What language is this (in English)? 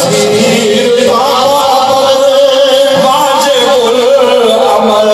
Saraiki